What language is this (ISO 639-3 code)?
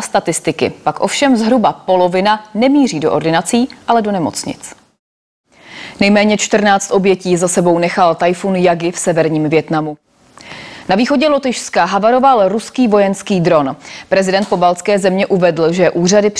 ces